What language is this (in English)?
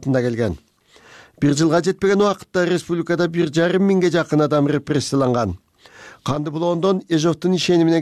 Kyrgyz